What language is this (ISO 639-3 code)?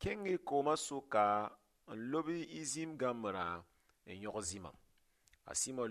mos